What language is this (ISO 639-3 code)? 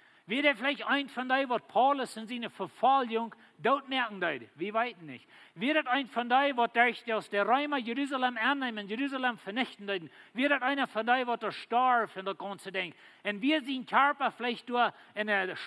pdt